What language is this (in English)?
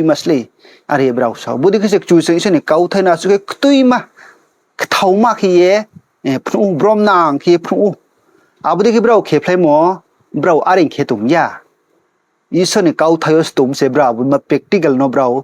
Riang (India)